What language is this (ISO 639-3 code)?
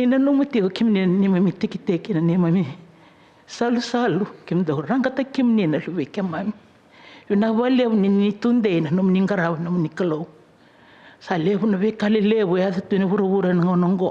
fij